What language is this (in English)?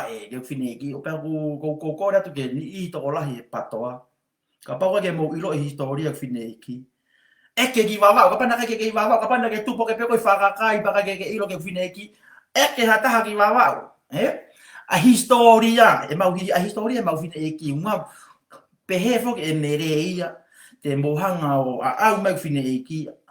Tongan